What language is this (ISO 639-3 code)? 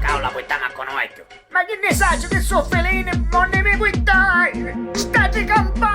scn